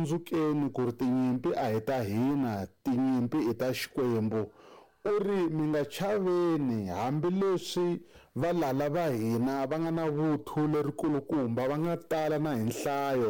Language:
Tsonga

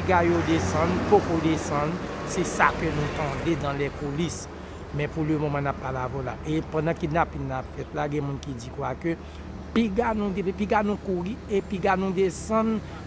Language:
Haitian Creole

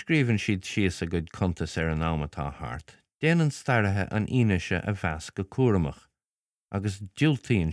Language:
Irish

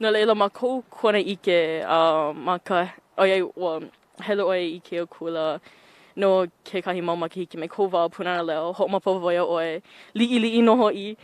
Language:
Hawaiian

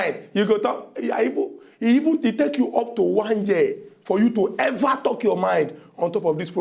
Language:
Nigerian Pidgin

